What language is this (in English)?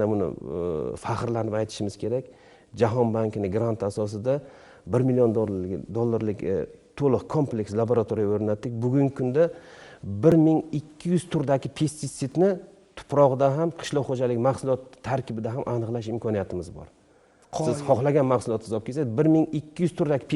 Uzbek